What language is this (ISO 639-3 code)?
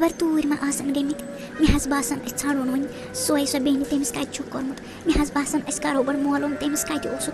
kas